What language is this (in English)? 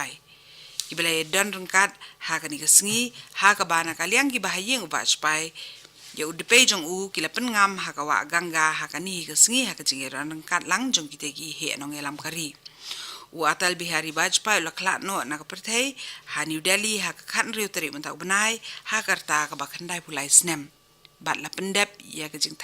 Khasi